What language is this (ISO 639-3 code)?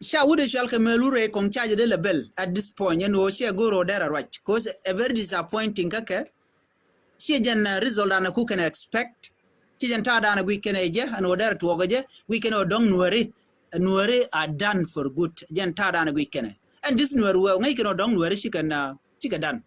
nus